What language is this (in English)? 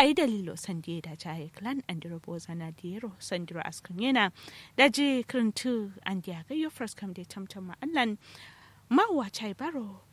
Kanuri